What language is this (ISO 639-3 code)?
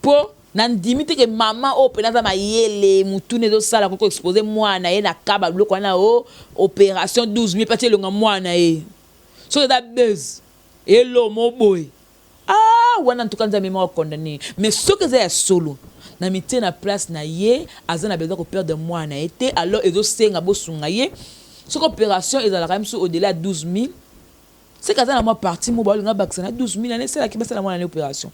lin